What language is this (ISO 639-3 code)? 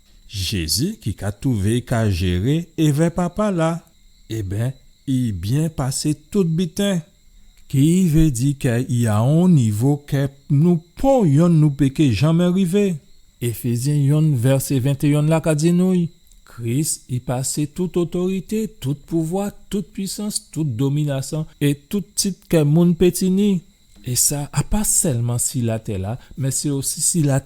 gcf